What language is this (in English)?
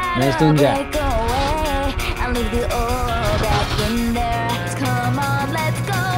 Japanese